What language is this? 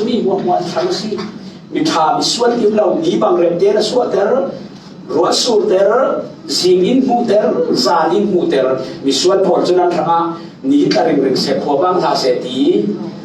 Falam Chin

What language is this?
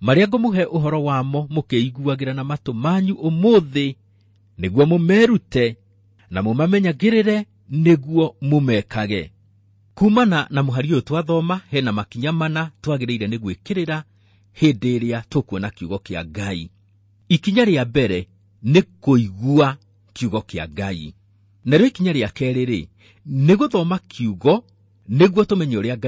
Kikuyu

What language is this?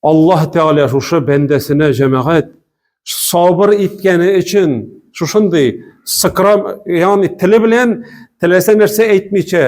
Tatar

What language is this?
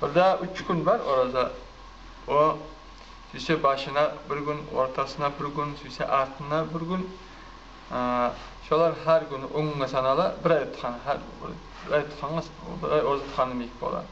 Kumyk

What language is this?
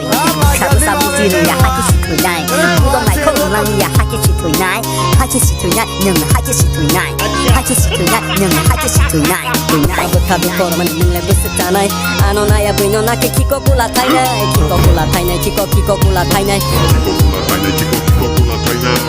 Kok Borok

